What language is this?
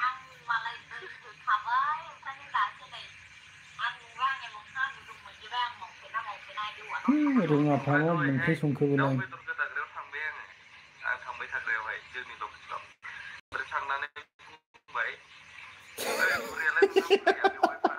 Bodo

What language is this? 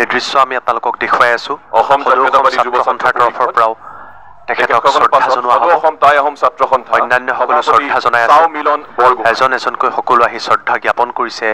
Assamese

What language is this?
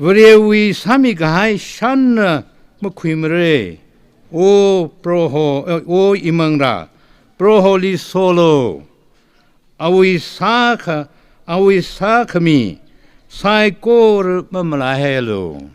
Tangkhul Naga (India)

